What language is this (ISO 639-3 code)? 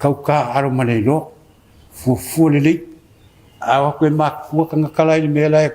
smo